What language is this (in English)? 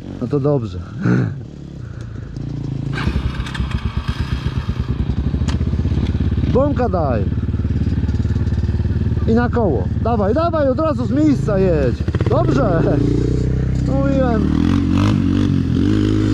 Polish